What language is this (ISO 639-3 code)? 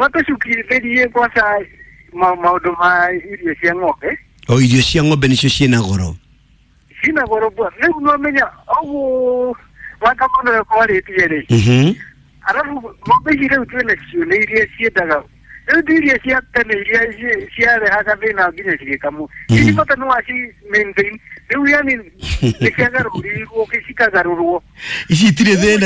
kik